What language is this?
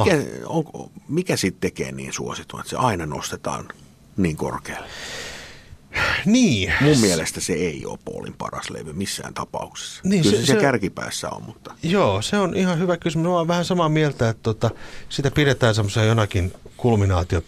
Finnish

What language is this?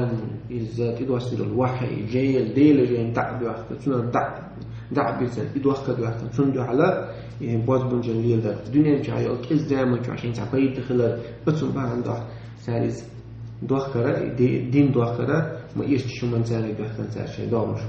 Chechen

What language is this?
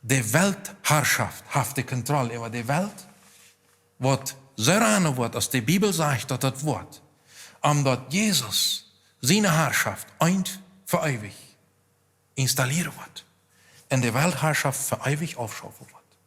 Plautdietsch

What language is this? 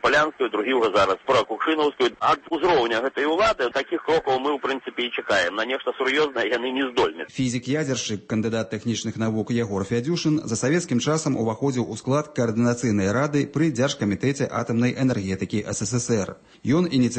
Belarusian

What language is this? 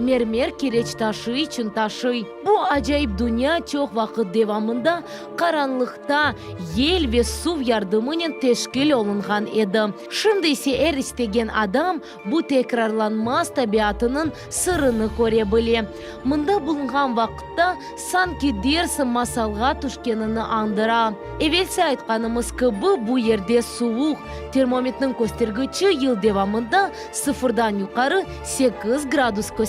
Crimean Tatar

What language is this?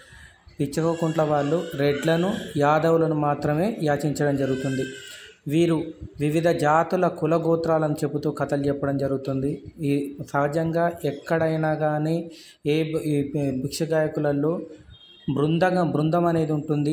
Telugu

